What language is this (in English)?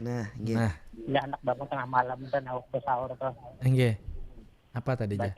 Banjar